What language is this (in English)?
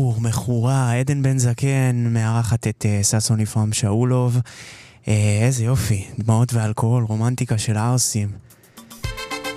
Hebrew